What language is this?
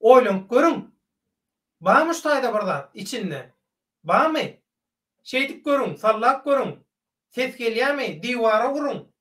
Turkmen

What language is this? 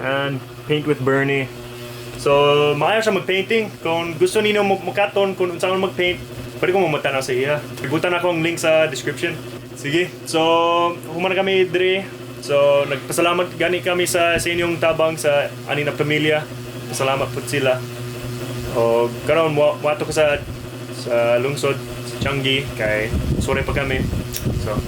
Cebuano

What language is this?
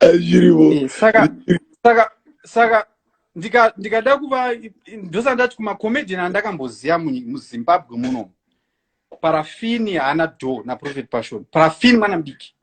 Shona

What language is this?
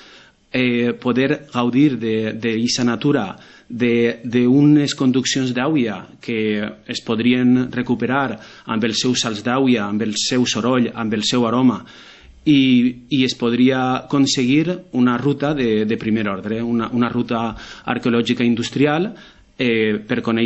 Catalan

